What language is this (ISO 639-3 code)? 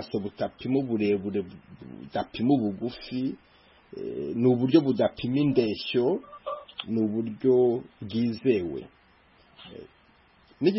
kin